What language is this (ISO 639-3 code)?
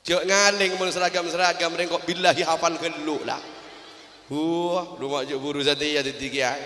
mad